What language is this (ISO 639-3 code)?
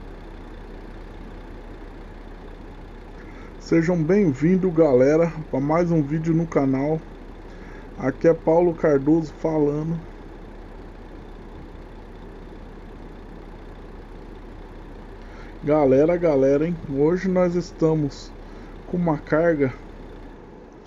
por